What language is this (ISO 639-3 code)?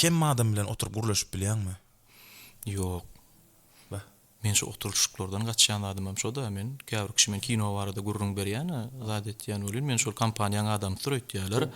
tuk